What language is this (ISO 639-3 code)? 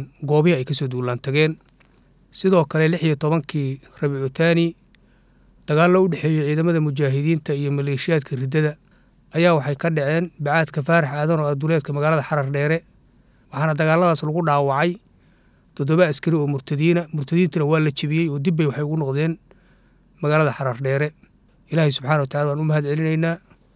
som